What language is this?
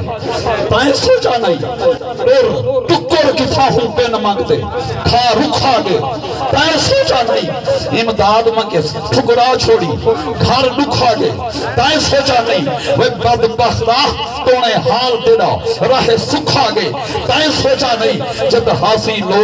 Saraiki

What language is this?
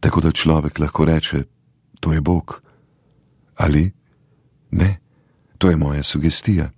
Slovenian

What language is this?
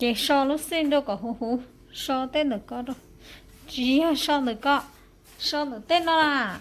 Hmong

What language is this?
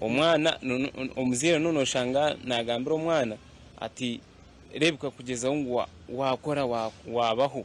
Nyankole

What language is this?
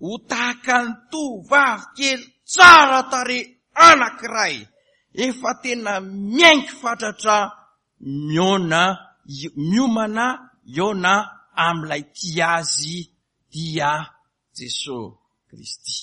Malagasy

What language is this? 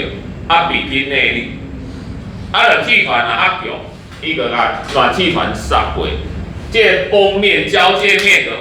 Min Nan Chinese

